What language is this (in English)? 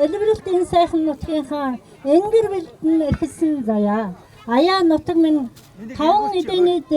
Mongolian